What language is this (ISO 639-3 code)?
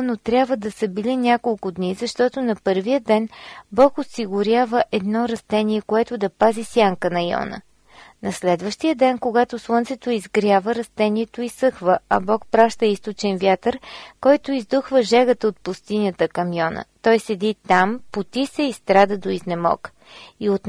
bul